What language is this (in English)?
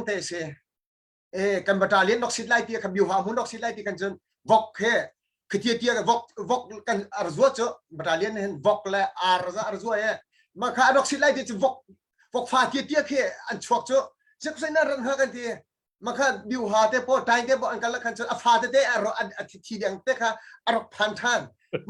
Hakha Chin